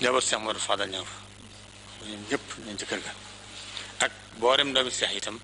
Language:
Wolof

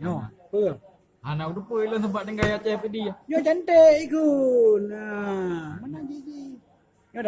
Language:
Achinese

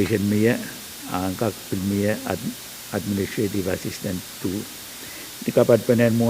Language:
Pohnpeian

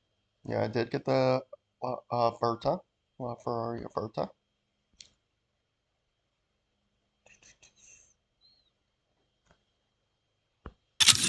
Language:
English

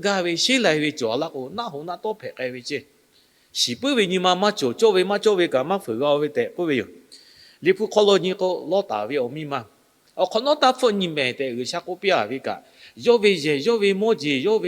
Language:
Lahu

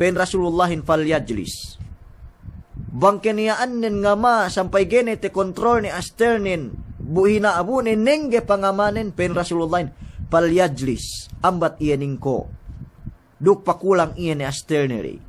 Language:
Yakan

